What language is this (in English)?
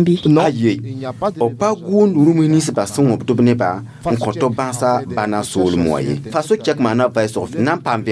Mossi